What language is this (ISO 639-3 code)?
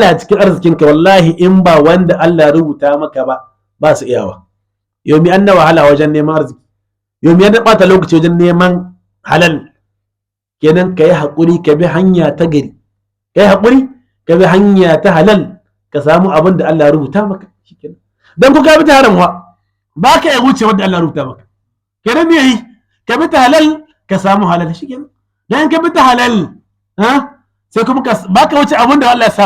hau